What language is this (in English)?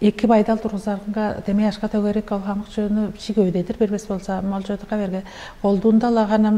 Tuvinian